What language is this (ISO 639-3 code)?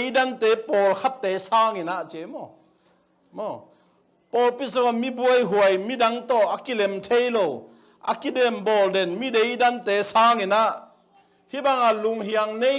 ctd